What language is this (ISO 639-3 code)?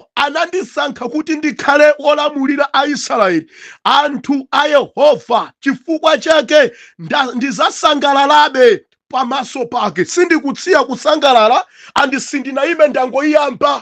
nya